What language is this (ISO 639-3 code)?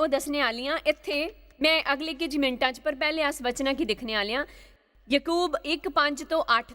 doi